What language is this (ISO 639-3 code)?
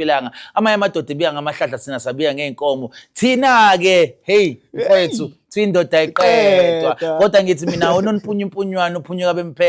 zul